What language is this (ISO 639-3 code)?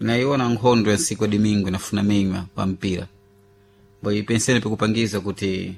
seh